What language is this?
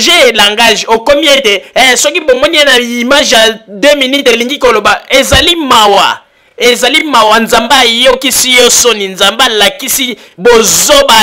Lingala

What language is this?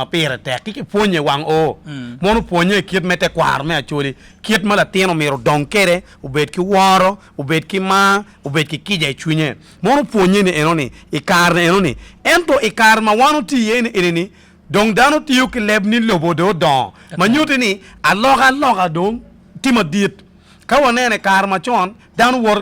Acoli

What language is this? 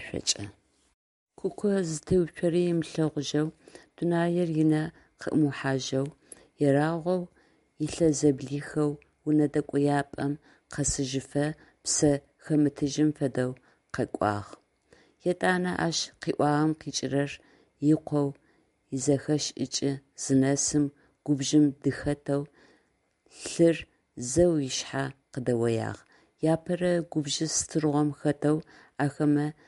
Adyghe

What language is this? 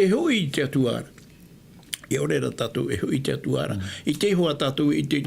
Tahitian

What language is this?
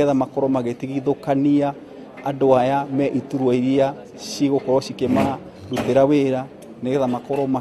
Kikuyu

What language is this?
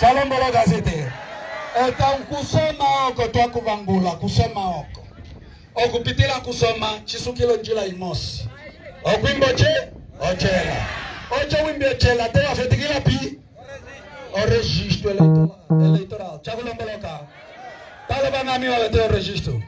Umbundu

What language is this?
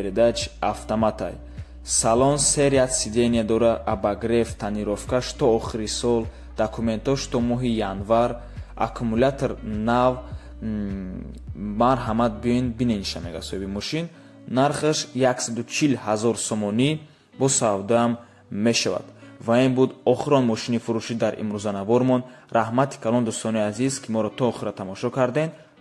Tajik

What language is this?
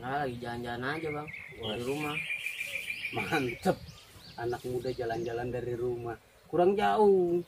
Betawi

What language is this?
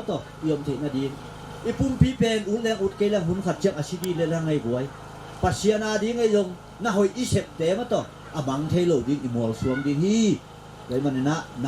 Tedim Chin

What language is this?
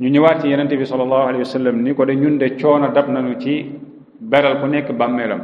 Wolof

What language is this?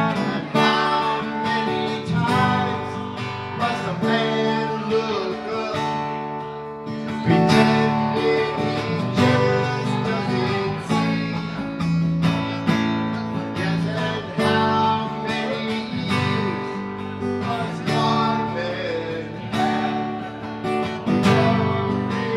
English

